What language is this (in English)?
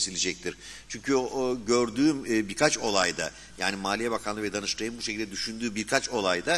Turkish